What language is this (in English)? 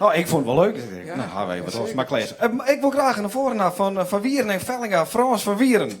Western Frisian